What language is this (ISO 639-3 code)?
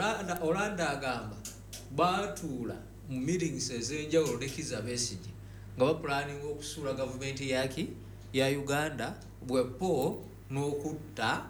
lug